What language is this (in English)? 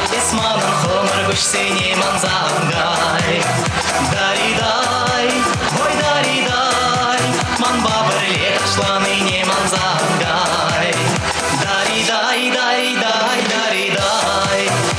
Chuvash